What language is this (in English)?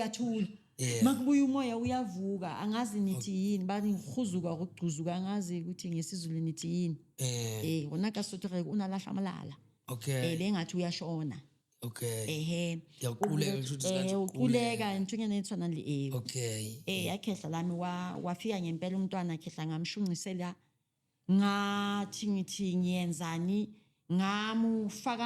Zulu